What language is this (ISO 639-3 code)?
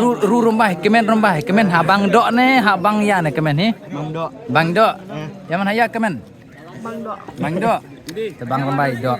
kha